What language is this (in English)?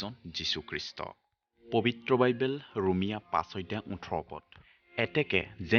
Assamese